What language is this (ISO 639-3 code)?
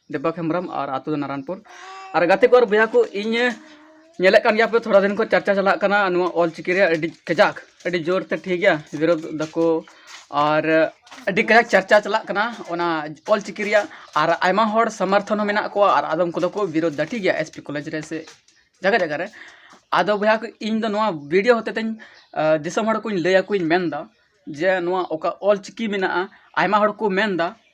sat